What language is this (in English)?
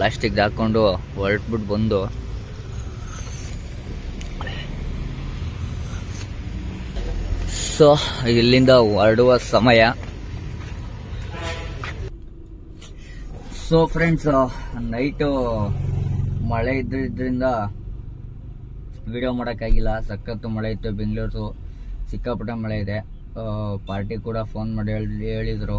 Kannada